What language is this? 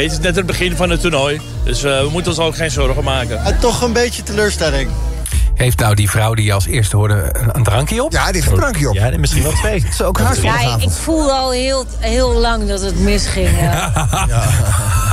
Dutch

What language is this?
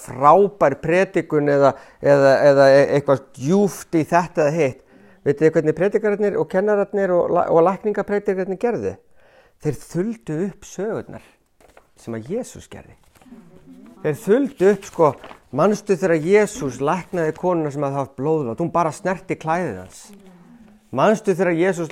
Icelandic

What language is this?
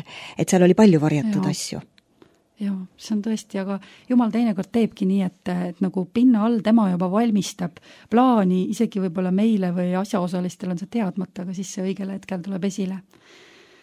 Estonian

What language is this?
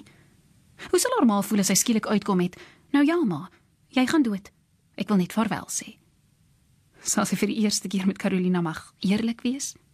Afrikaans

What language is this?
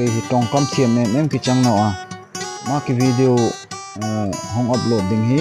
Darlong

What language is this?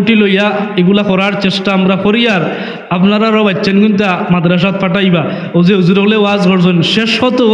Sylheti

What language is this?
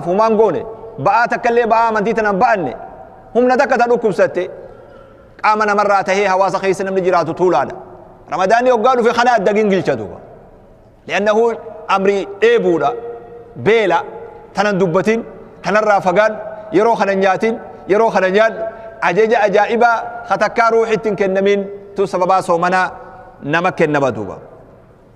Oromo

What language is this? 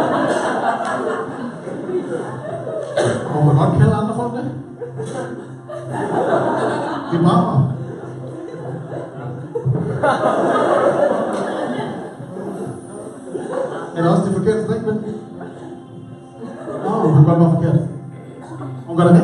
Danish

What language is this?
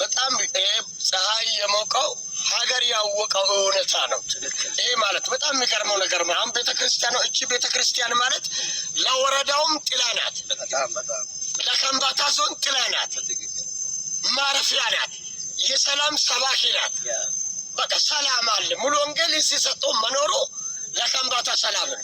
Amharic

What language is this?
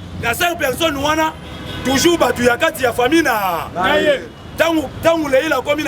Lingala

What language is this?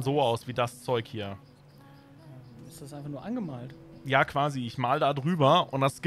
German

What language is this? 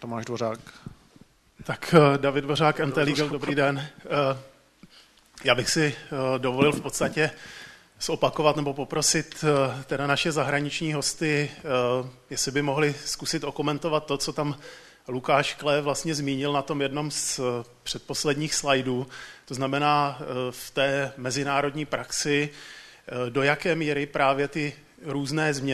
Czech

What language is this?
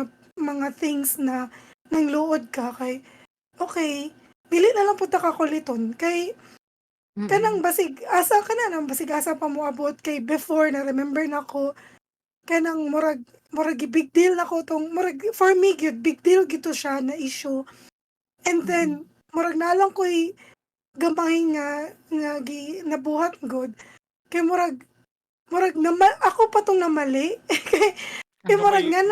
Cebuano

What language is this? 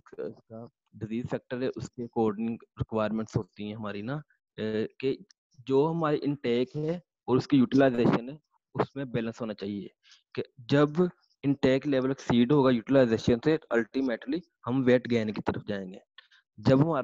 Hindi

